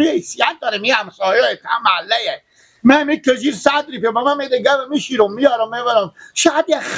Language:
Persian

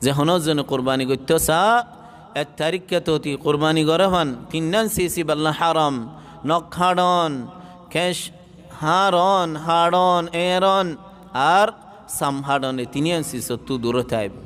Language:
Rohingya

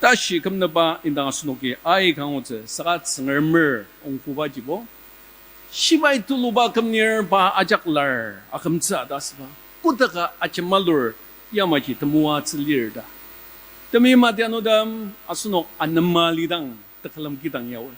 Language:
Ao Naga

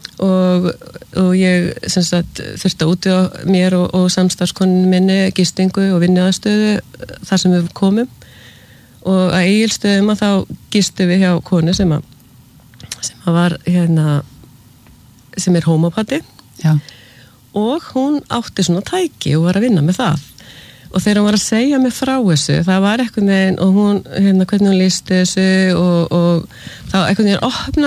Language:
Icelandic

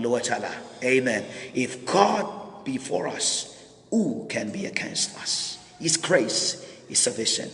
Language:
Pohnpeian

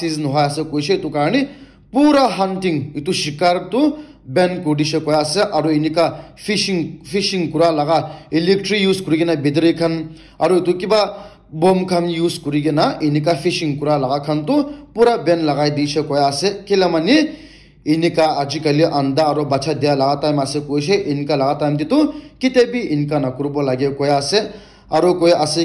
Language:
Naga Pidgin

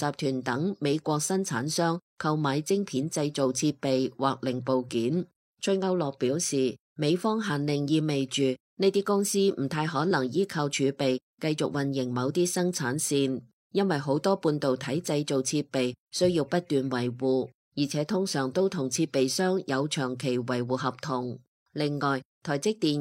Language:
Cantonese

